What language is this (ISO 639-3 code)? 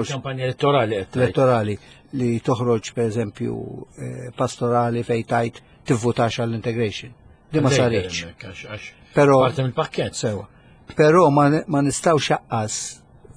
mlt